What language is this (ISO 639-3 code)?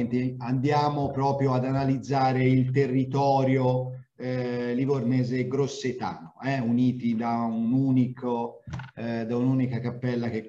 ita